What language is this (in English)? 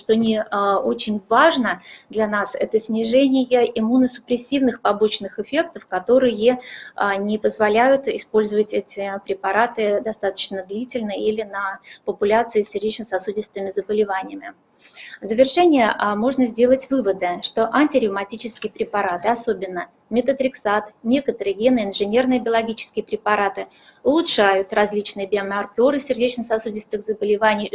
Russian